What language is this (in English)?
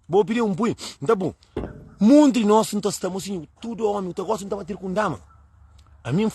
Kabuverdianu